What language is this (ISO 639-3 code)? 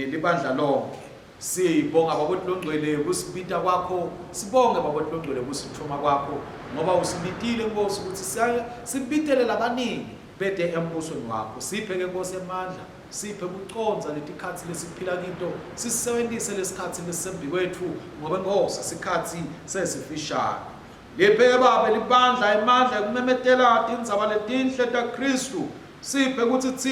ssw